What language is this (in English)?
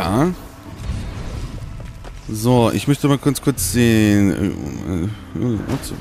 German